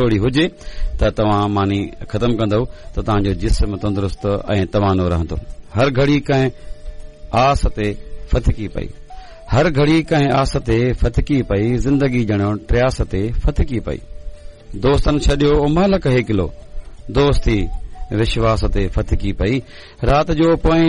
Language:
Sindhi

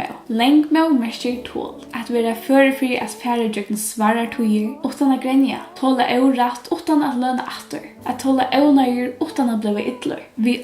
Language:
Faroese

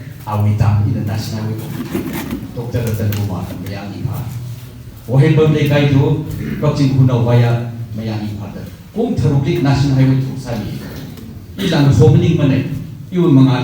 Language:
Tangkhul Naga (India)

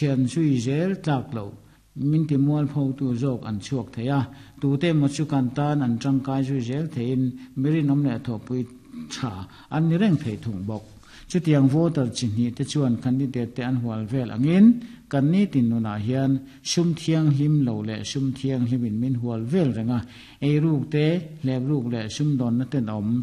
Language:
Mizo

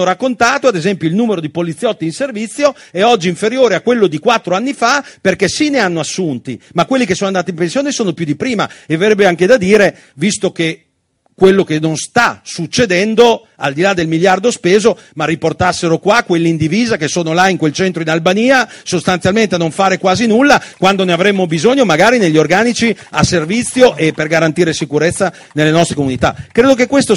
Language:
Italian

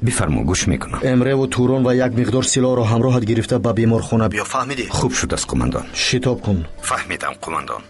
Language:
Tajik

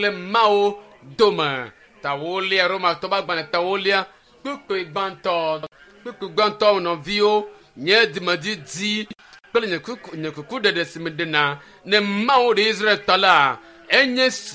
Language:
Ewe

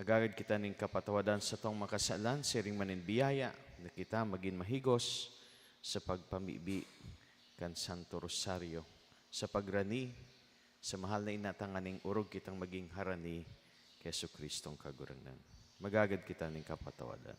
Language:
Bikol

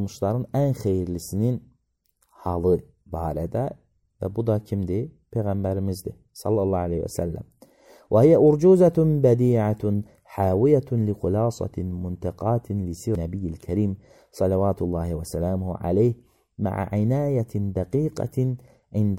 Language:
Azerbaijani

